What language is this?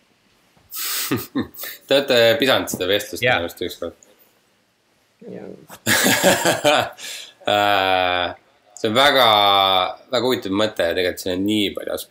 Estonian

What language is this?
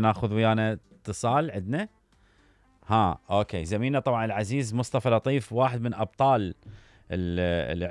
Mesopotamian Arabic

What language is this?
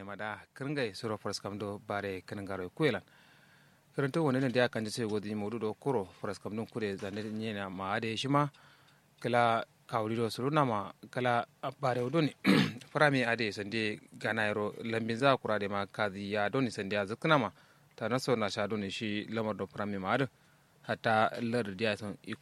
Kanuri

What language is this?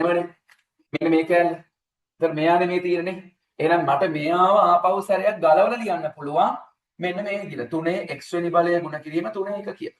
Sinhala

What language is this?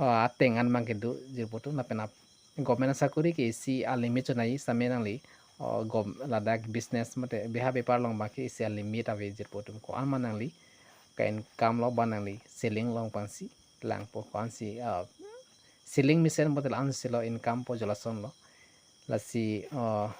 Karbi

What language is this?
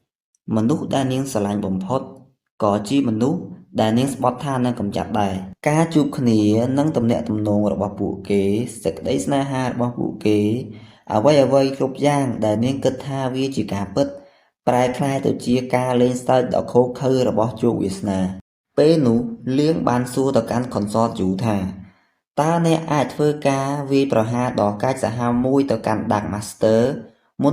Khmer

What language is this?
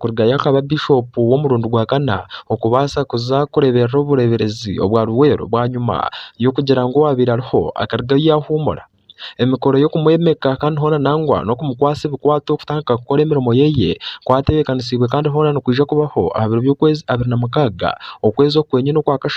Nyankole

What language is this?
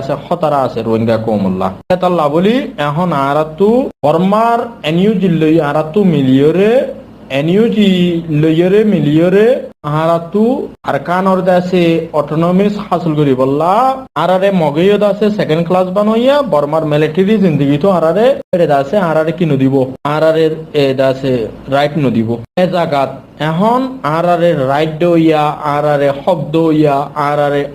Rohingya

